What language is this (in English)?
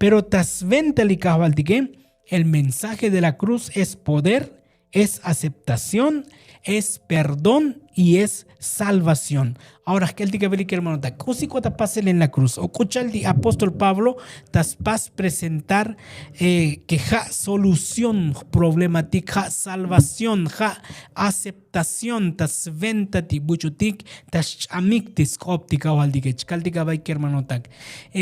Tzotzil